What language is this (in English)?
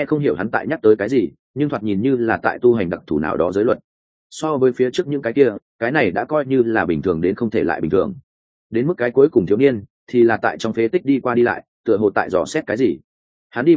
Vietnamese